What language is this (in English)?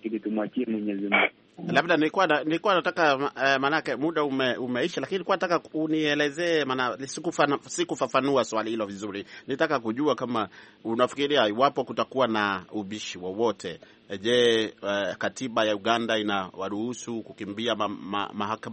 Swahili